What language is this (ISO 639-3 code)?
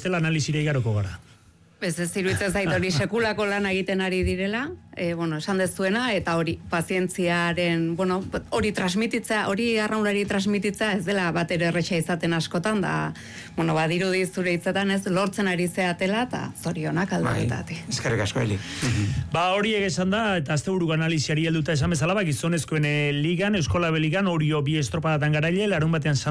eus